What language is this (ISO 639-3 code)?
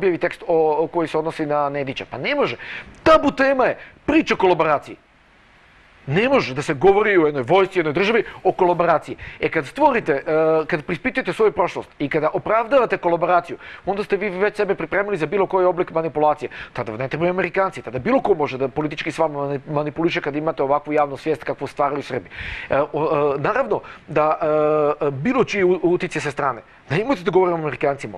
srp